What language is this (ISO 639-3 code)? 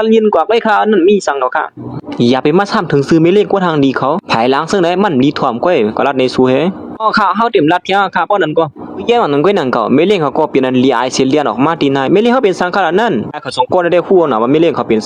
shn